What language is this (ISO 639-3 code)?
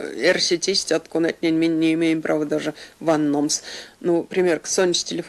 myv